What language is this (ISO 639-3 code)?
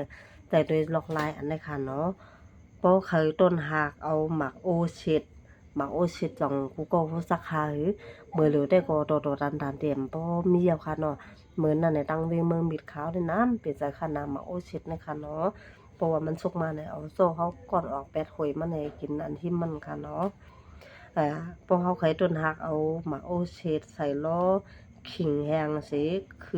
shn